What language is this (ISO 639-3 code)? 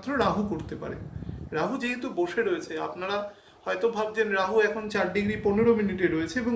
ben